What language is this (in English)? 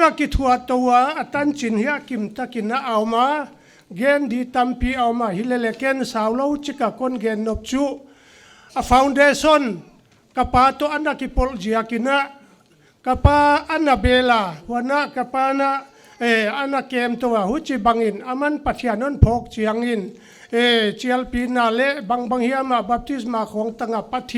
Paite Chin